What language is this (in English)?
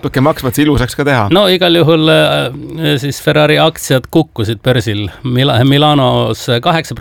Estonian